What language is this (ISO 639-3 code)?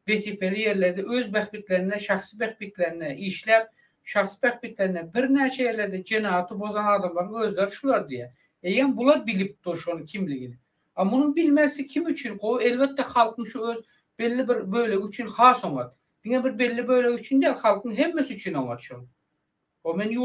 tuk